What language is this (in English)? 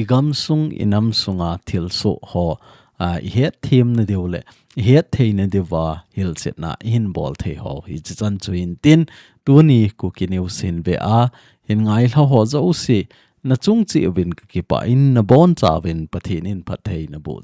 Thado Chin